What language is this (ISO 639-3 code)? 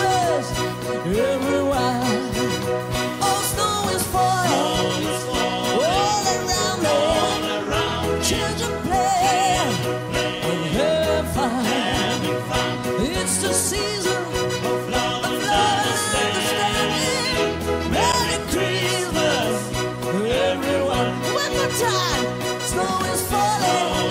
eng